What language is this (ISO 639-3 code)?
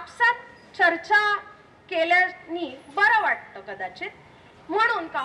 mar